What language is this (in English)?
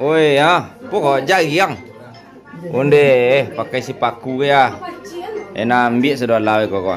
Minangkabau